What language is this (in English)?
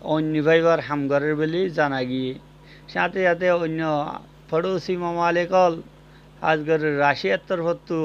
Rohingya